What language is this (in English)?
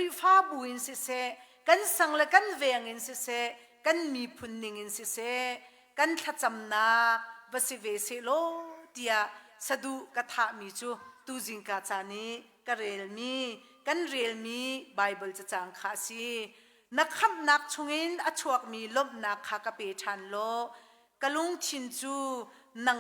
Hakha Chin